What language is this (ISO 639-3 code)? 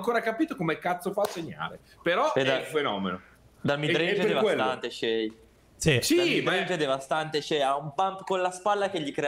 ita